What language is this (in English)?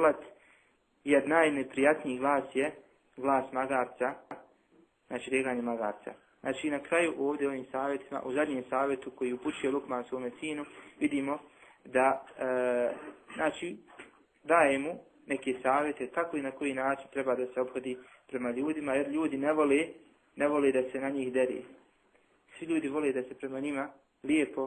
Bosnian